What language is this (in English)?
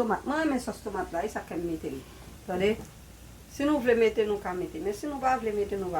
Haitian Creole